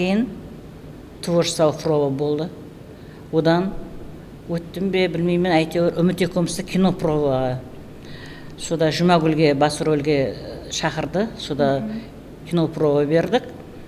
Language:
Kara-Kalpak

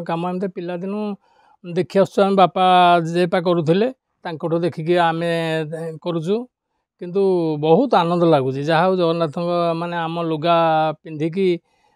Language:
Odia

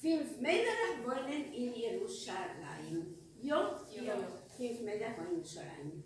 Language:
Yiddish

